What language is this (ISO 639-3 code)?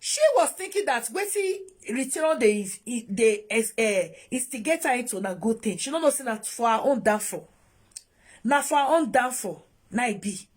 pcm